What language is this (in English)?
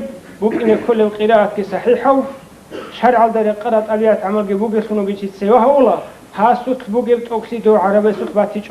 Avaric